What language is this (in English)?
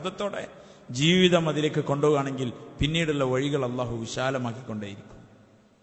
Malayalam